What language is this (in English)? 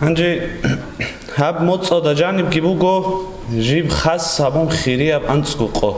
Avaric